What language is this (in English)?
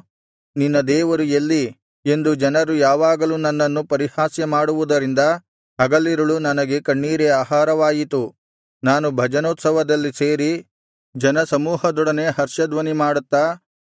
Kannada